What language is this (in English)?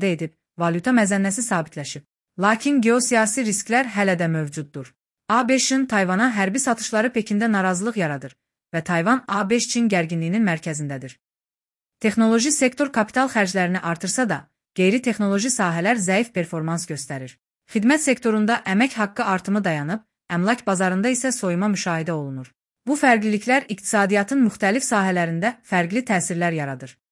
Azerbaijani